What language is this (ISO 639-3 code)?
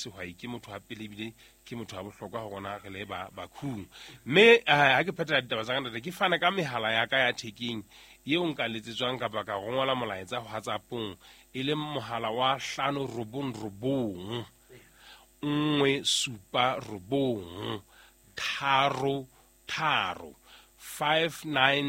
sot